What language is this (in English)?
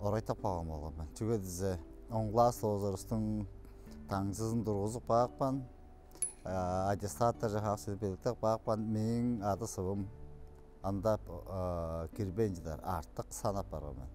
Tuvinian